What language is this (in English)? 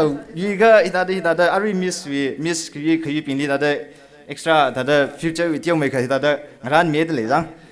Tangkhul Naga (India)